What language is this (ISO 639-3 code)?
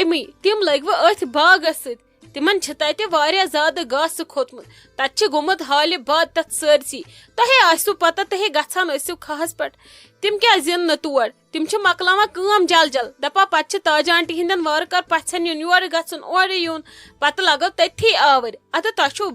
kas